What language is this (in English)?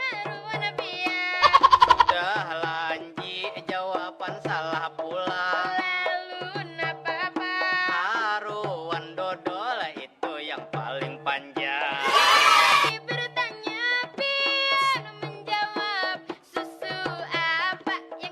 Banjar